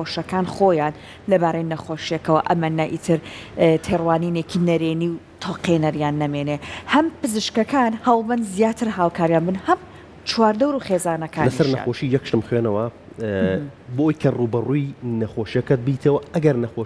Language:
Central Kurdish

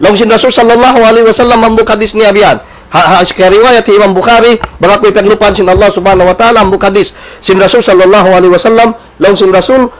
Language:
Tausug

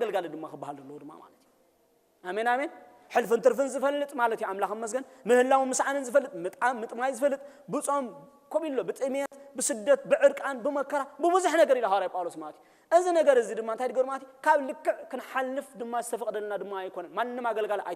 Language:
Tigrinya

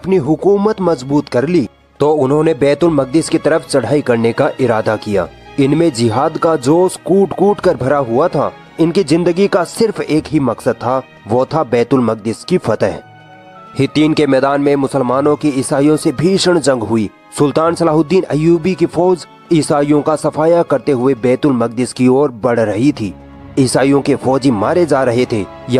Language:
Hindi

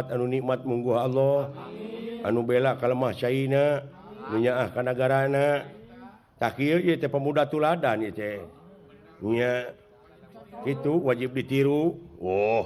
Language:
Sundanese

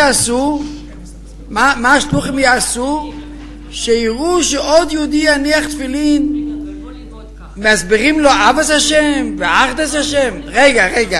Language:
Hebrew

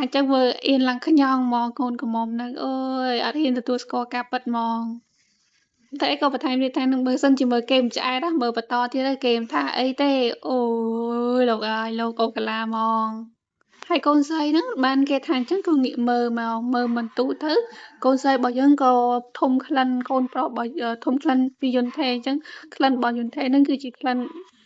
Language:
Khmer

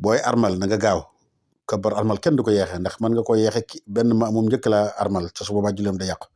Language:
Wolof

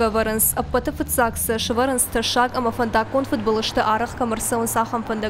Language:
Ossetic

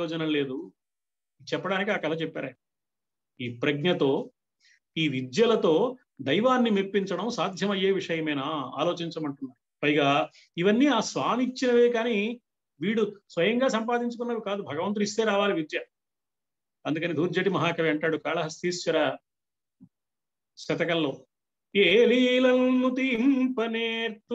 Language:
Telugu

